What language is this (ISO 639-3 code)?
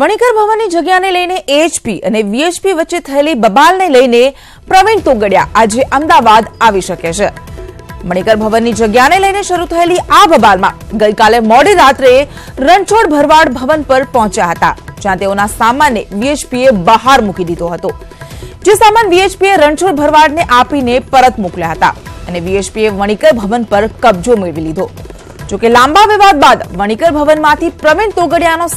guj